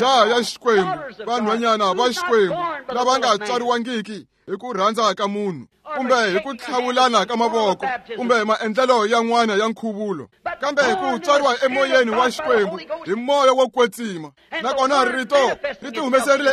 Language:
Tsonga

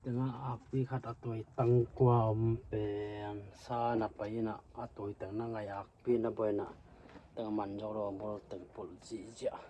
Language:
Tedim Chin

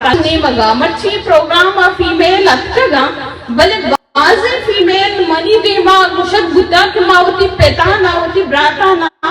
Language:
Eastern Balochi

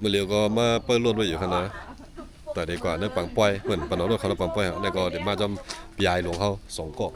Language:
Shan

